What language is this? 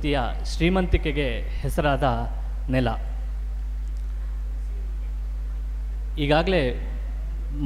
Kannada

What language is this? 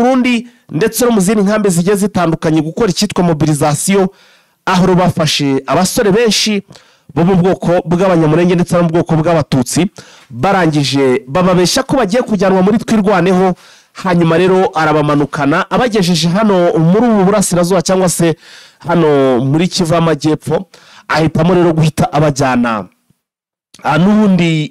Kinyarwanda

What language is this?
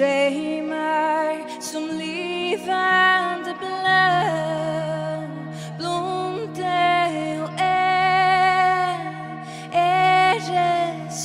Faroese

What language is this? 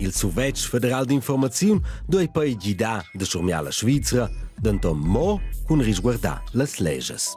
Romansh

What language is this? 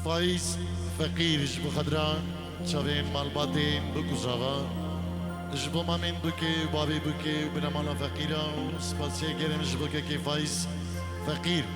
Kurdish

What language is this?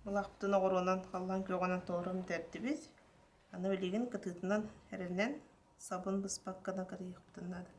Yakut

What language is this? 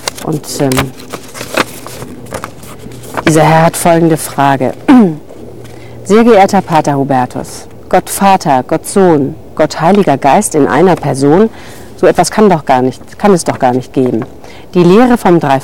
German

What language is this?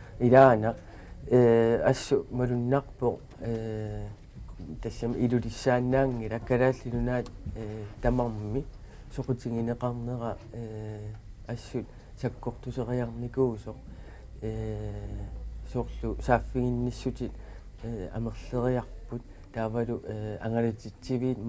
Kalaallisut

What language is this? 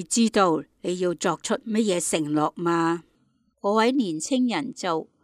Cantonese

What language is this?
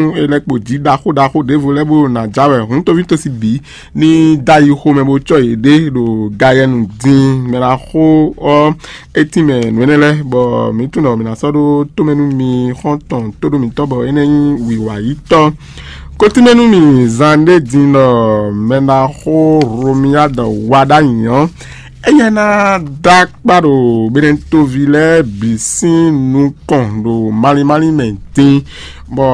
Fon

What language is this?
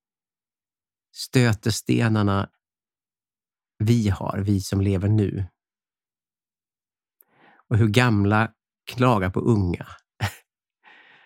Swedish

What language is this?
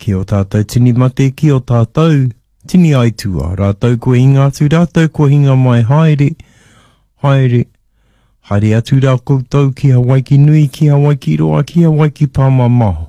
Māori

